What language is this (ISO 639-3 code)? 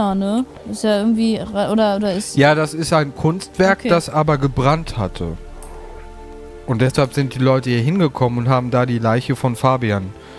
deu